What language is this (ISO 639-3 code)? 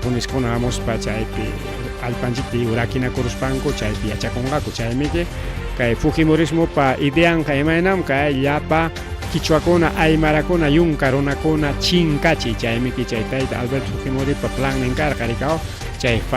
quy